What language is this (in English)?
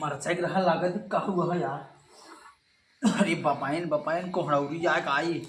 Awadhi